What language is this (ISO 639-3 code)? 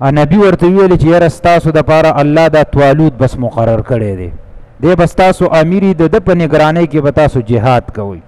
pus